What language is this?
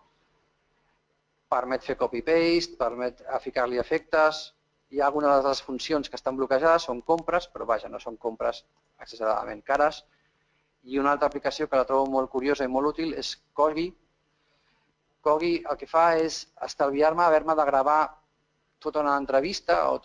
Catalan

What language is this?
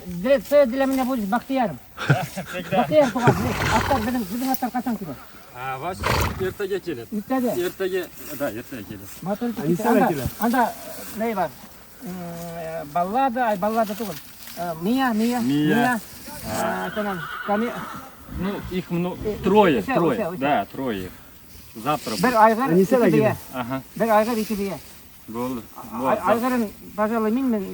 Bashkir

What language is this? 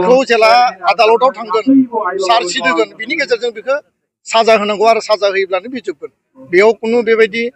Bodo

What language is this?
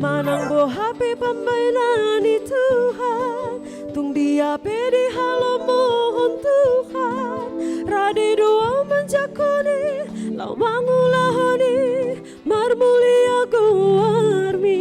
Batak Toba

